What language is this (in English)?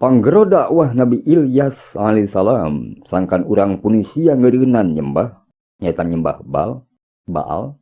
Sundanese